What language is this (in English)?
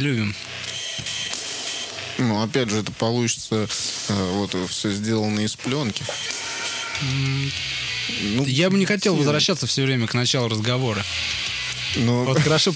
Russian